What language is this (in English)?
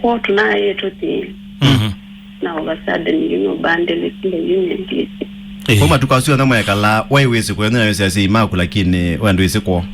Kamba